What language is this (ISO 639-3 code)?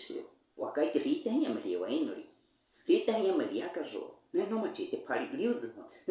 bwi